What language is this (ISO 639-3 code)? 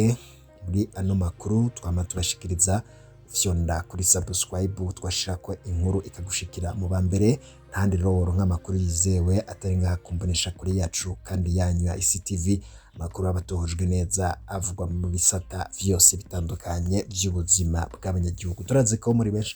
run